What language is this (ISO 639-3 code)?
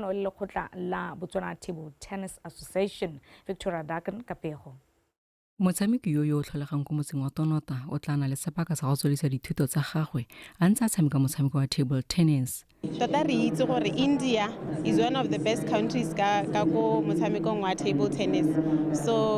tsn